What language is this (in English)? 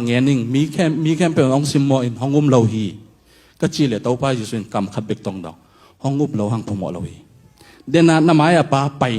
Tedim Chin